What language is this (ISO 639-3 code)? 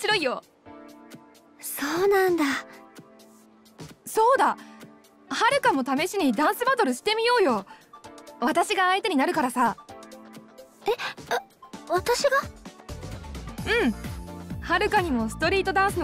jpn